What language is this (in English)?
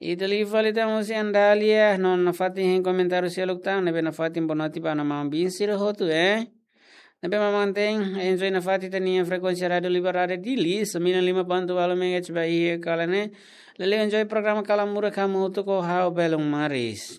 Tetum